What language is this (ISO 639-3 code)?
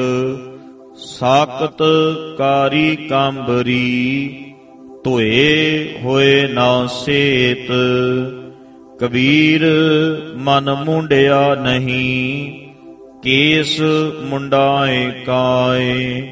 pan